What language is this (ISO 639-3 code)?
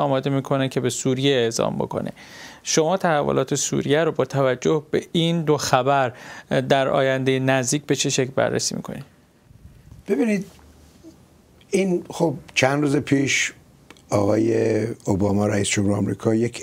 fas